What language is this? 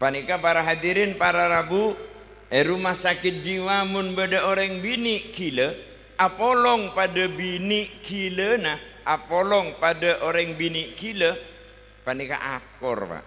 Madurese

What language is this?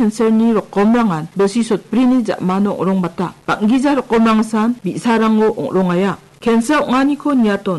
Garo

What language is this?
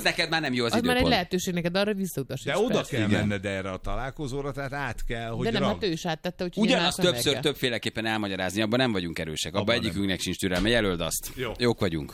Hungarian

